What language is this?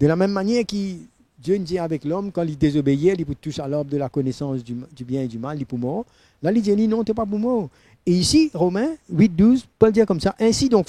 Morisyen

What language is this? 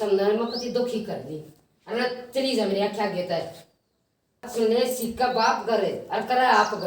Haryanvi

